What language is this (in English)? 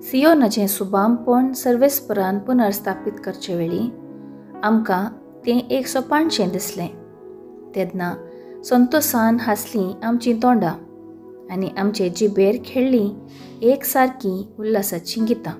Konkani